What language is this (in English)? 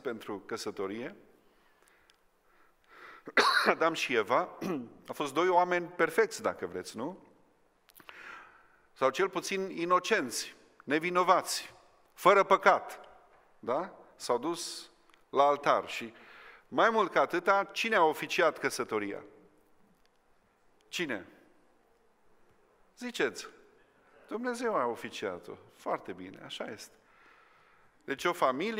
Romanian